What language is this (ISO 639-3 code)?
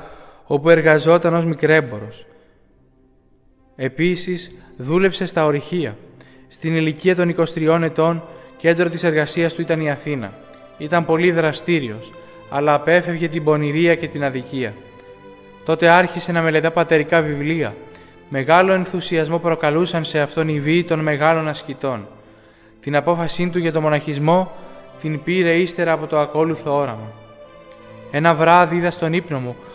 ell